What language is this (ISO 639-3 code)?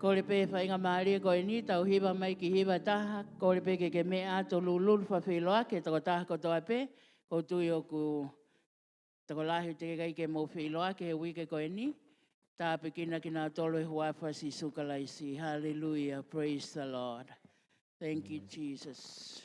ton